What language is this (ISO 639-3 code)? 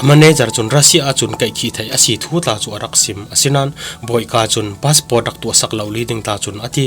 cfm